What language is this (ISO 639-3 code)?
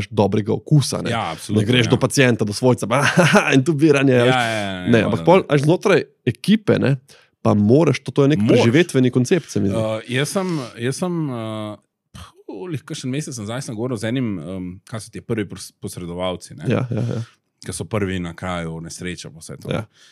slv